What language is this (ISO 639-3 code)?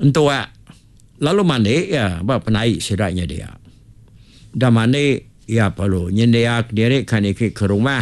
iba